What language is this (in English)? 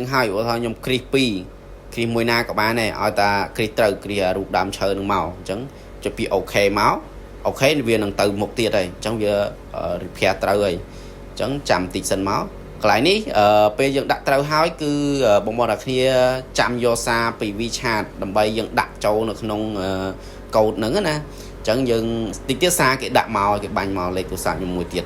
Khmer